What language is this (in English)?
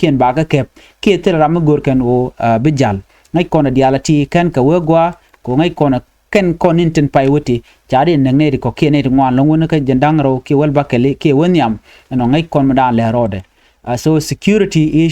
Nuer